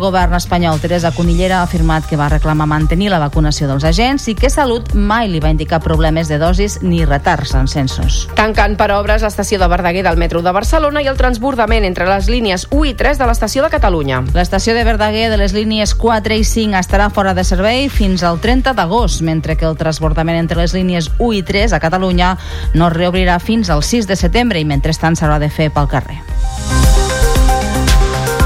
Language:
Catalan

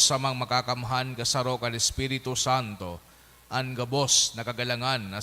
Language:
Bikol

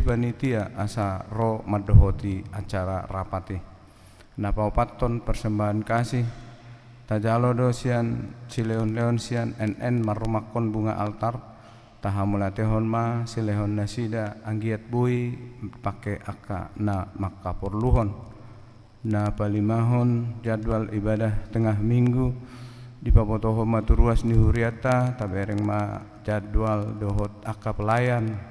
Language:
Batak Toba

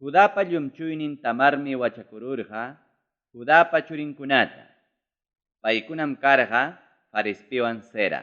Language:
Ayacucho Quechua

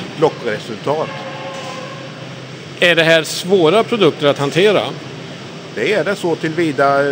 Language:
Swedish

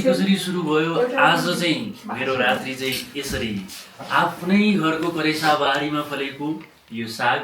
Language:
Nepali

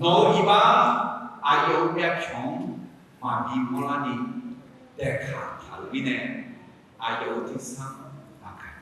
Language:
Akha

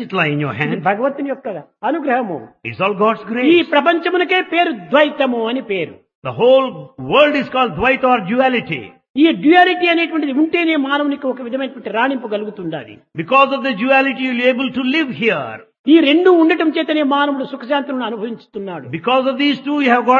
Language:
Telugu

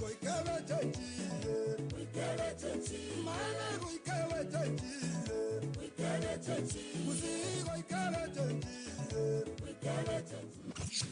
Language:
Gusii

